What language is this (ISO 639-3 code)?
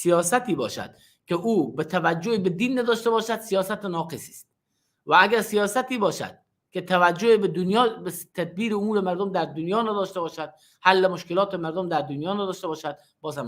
fas